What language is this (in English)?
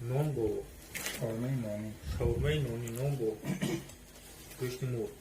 Tajik